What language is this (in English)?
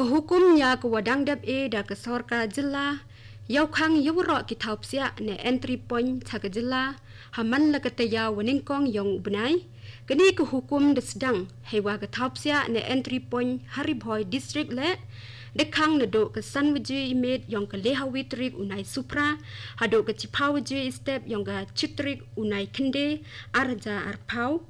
Khasi